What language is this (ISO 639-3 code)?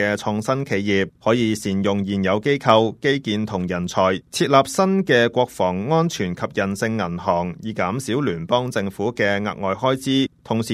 yue